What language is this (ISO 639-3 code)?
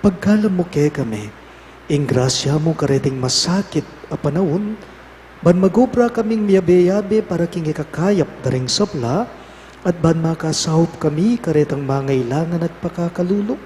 pam